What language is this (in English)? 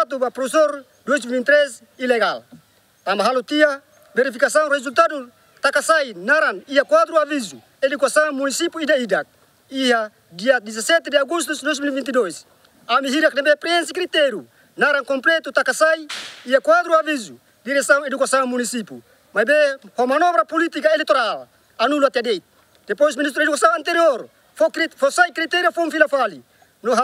Tetum